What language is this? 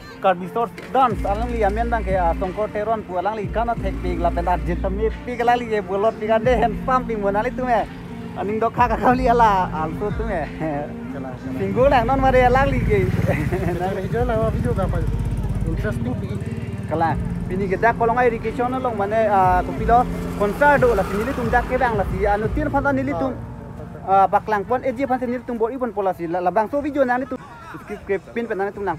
Karbi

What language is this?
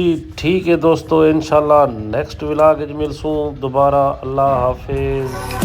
Saraiki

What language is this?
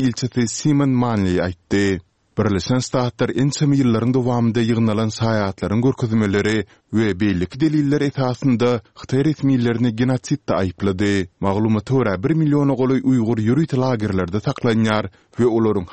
Turkmen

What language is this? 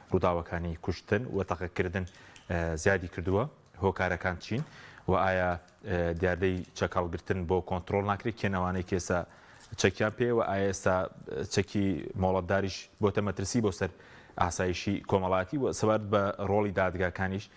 Central Kurdish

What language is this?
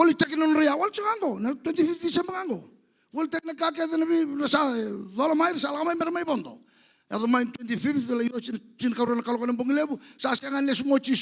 Fijian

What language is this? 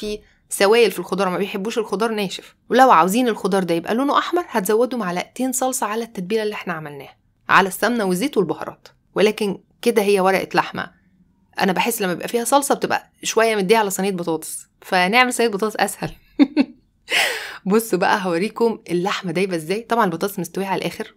Egyptian Arabic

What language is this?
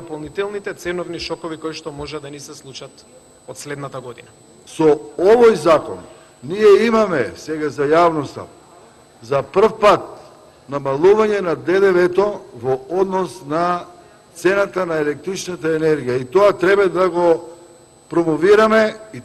Macedonian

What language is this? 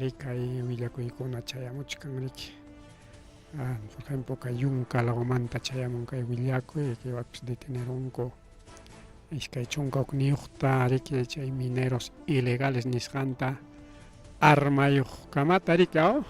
Ayacucho Quechua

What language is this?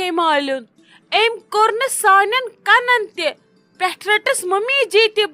Kashmiri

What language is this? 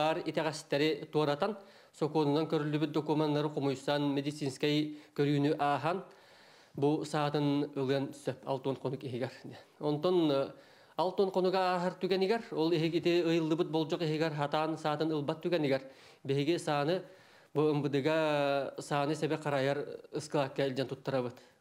Yakut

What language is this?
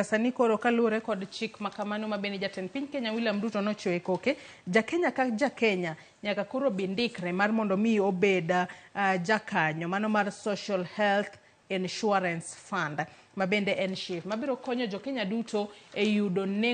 Luo (Kenya and Tanzania)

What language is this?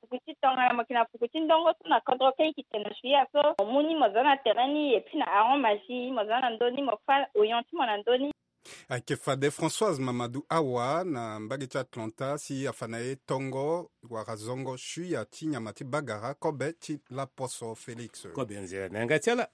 Sango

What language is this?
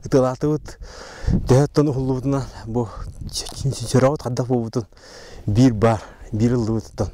Yakut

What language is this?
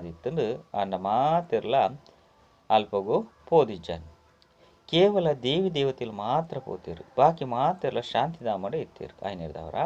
Tulu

